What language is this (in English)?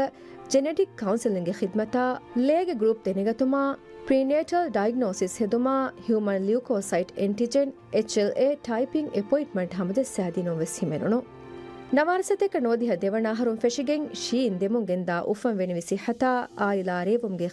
Divehi